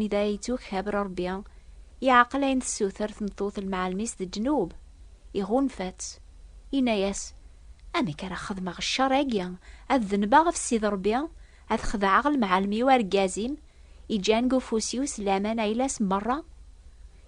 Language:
Kabyle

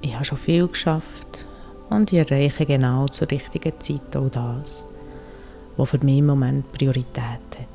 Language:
Swiss German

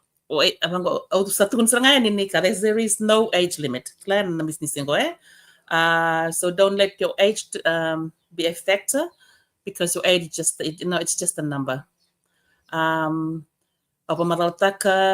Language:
Fijian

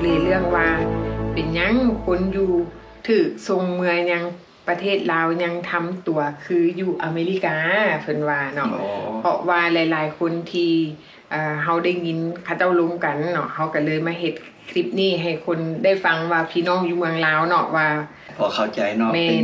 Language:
Lao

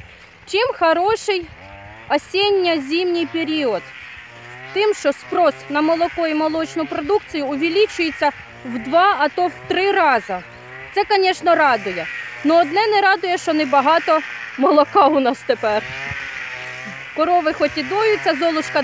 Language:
Ukrainian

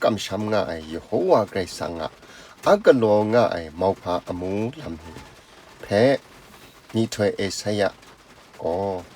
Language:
Kachin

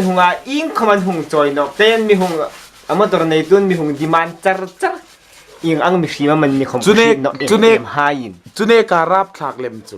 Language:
Hmar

